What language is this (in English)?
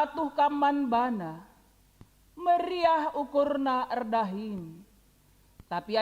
Batak Karo